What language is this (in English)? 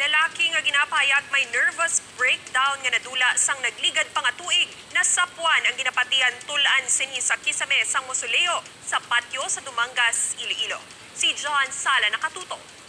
Hiligaynon